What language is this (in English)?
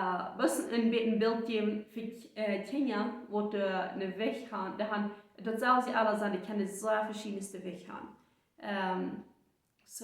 Plautdietsch